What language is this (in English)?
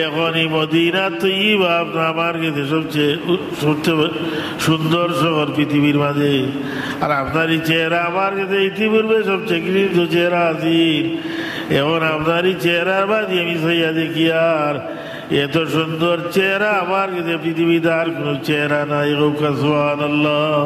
Sylheti